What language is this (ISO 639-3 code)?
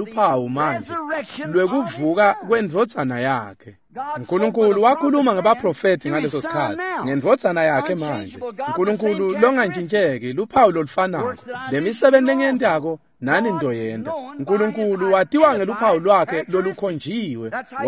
ssw